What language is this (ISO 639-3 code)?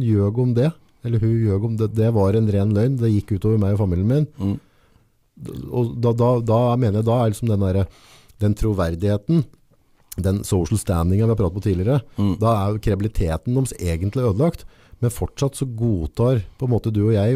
nor